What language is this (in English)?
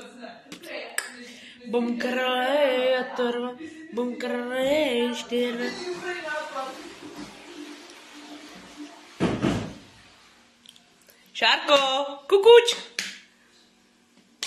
Czech